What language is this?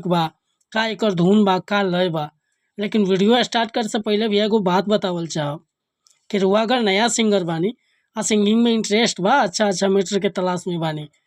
Bhojpuri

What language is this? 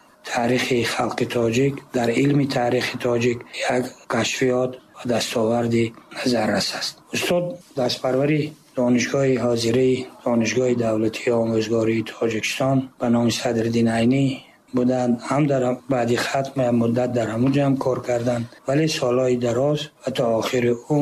Tajik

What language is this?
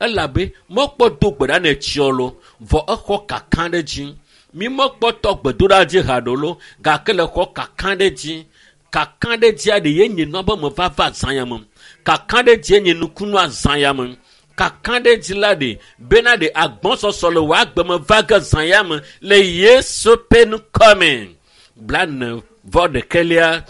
Ewe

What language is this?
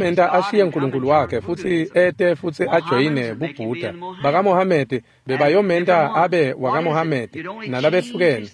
Swati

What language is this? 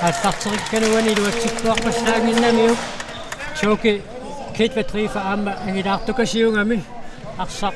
Kalaallisut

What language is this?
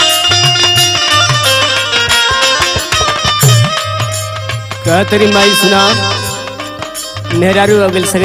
Bhojpuri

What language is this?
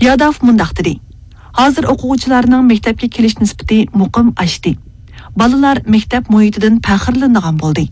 Uyghur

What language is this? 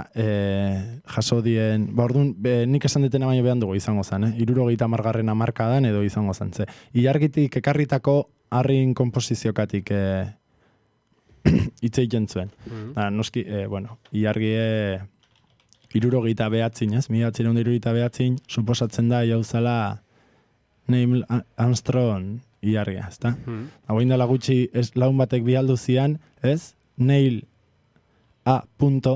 Basque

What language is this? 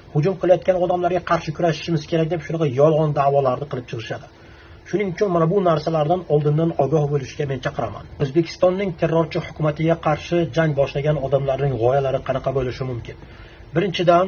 Uzbek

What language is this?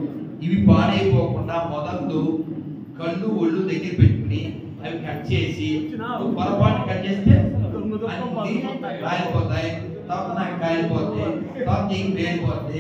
Telugu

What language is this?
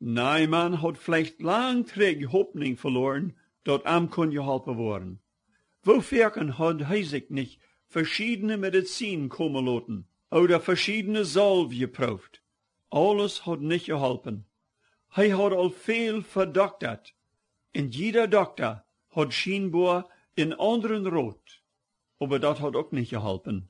Plautdietsch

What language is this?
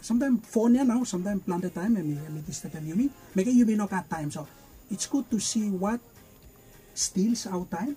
Bislama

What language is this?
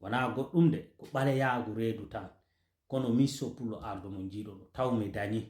Fula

